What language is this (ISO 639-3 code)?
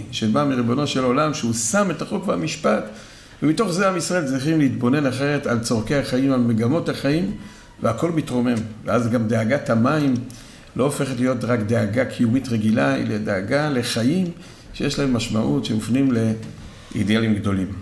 heb